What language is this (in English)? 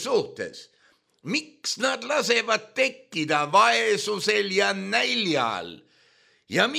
Estonian